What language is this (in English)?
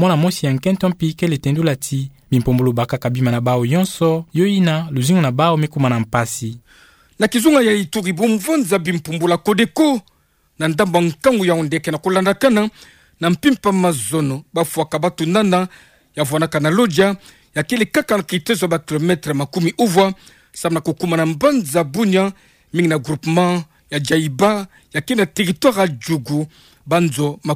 Kituba (Democratic Republic of Congo)